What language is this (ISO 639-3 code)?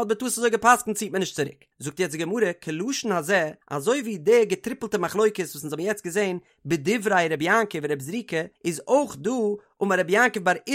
yid